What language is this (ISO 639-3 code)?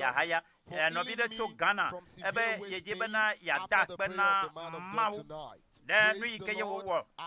ewe